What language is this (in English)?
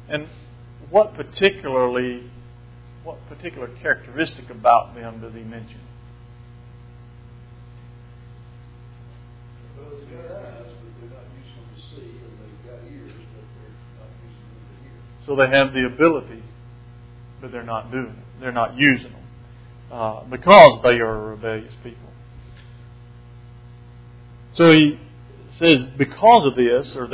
English